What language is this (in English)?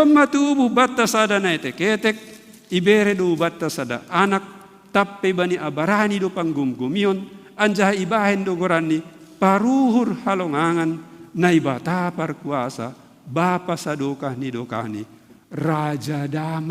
Batak Simalungun